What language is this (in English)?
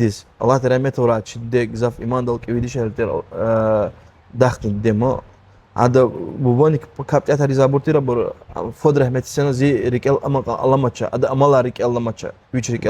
Lezghian